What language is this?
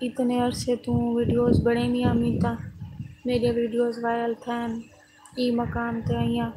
Saraiki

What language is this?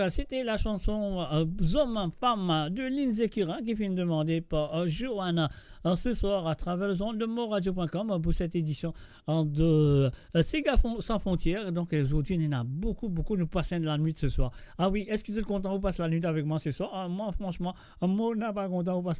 Morisyen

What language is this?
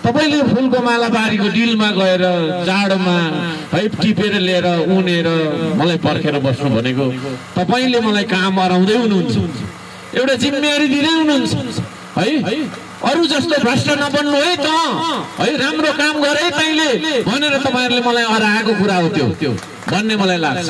Nepali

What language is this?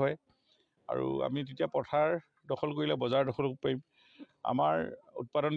Assamese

